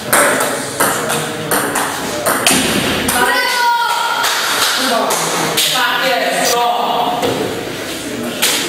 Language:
Polish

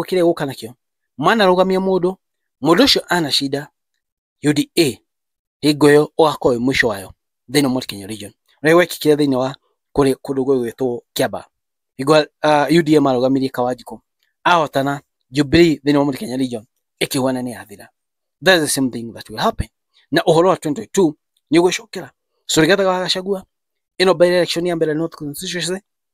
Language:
Kikuyu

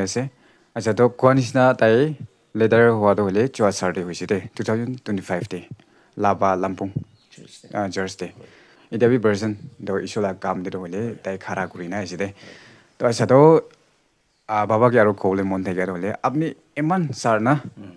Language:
Naga Pidgin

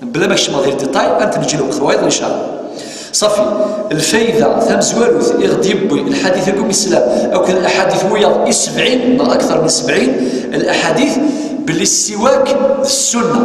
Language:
Kabyle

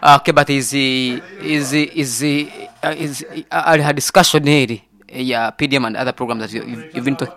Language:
Nyoro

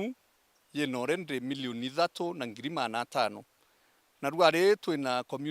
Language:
Meru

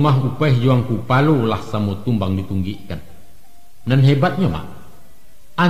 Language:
Minangkabau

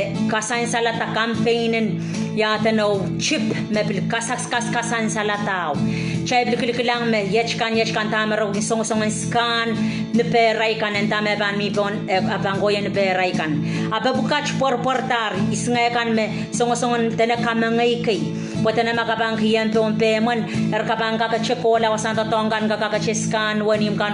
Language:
Pohnpeian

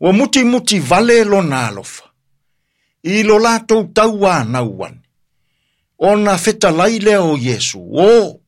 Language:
Samoan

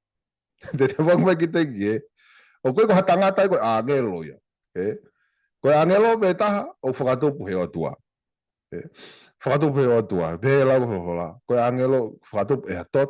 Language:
Tongan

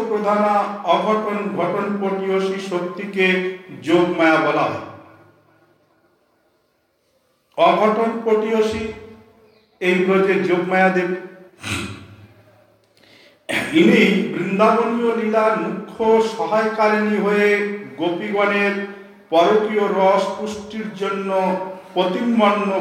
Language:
Bangla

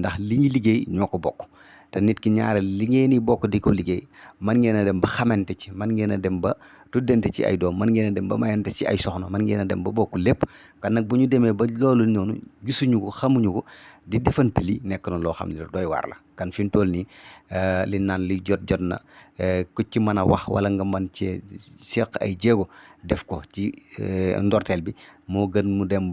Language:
Wolof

